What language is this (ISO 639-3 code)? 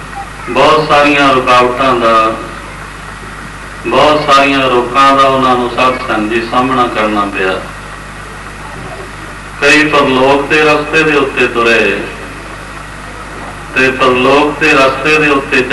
pan